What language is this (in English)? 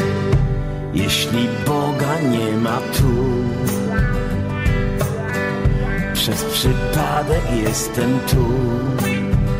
Polish